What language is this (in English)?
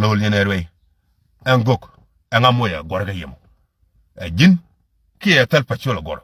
Nuer